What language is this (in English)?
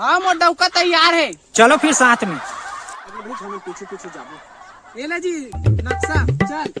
Chhattisgarhi